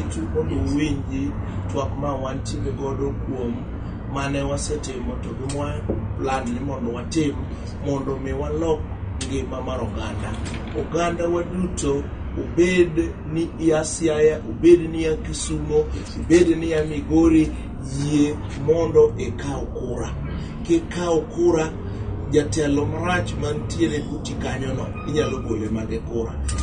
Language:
Luo (Kenya and Tanzania)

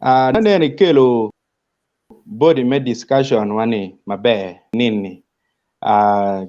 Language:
Acoli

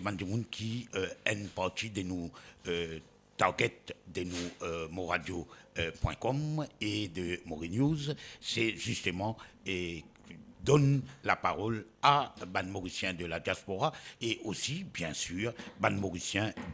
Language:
Morisyen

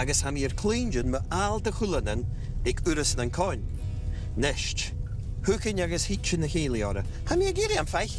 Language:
Scottish Gaelic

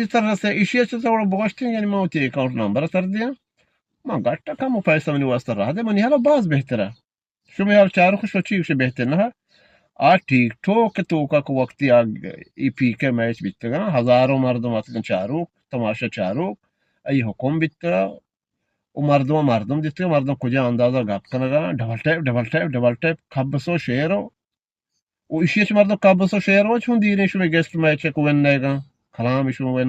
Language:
Eastern Balochi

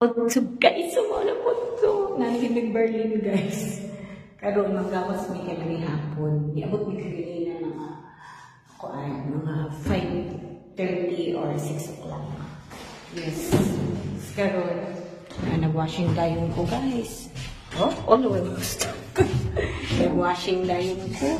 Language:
Cebuano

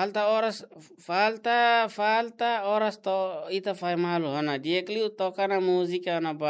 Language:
Tetum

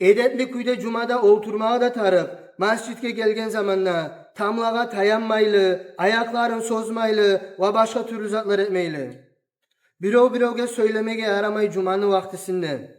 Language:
Kumyk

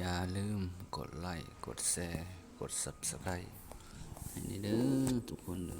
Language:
Lao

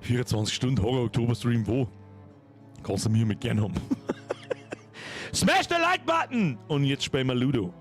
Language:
Bavarian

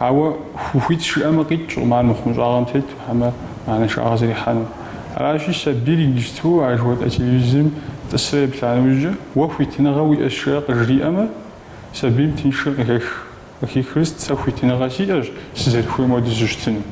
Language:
Kabardian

